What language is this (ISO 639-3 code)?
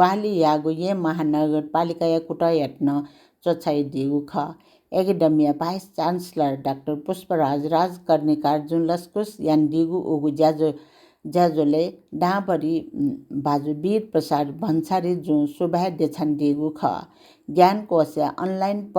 new